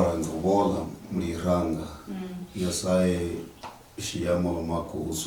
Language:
Luyia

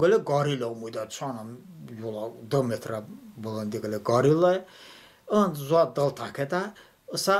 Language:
Talysh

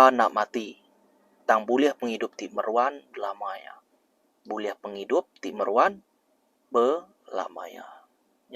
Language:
Iban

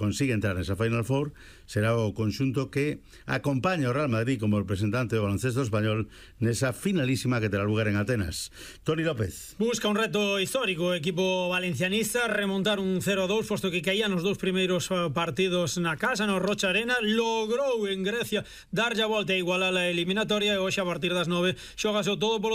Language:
Galician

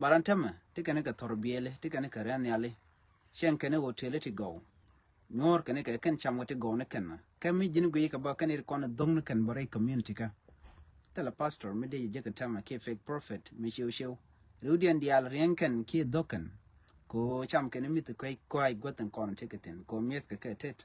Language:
Nuer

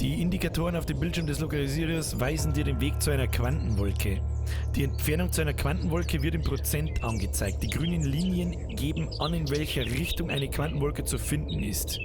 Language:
Bavarian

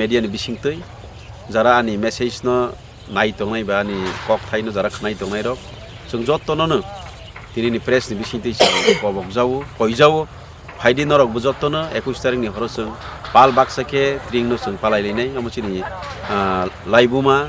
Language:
Kok Borok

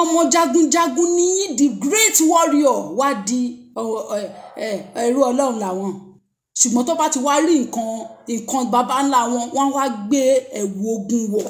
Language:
Yoruba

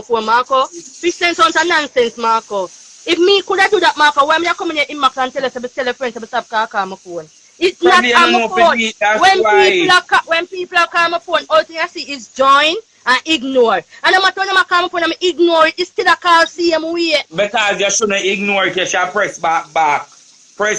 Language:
Jamaican Creole English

